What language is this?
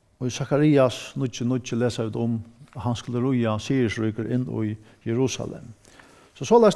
Faroese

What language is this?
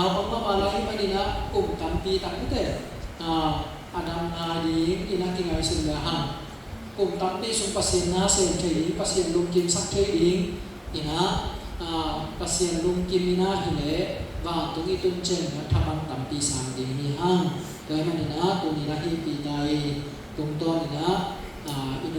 Tedim Chin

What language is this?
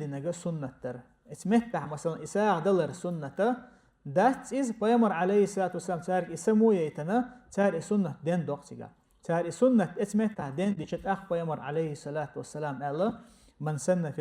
Chechen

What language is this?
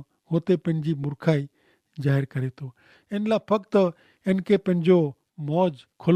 Kachhi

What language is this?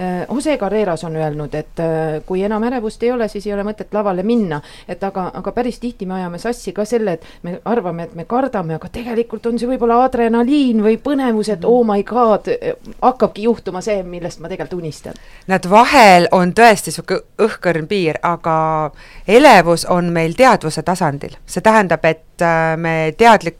Estonian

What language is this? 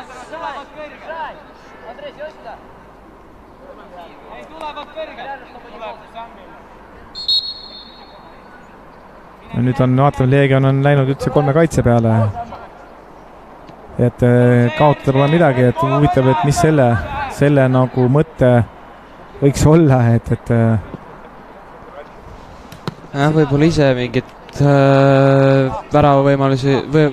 Estonian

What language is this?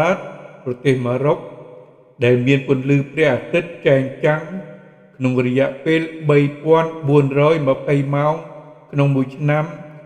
Khmer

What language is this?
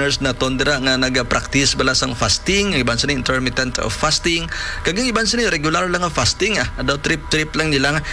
Hiligaynon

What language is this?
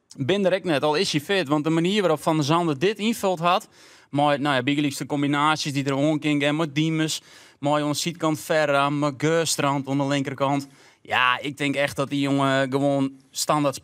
Western Frisian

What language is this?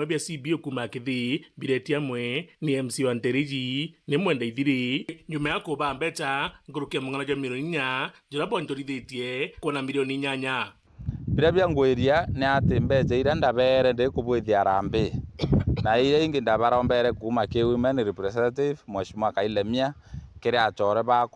Meru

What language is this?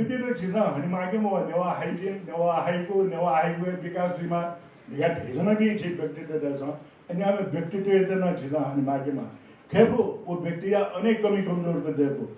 Newari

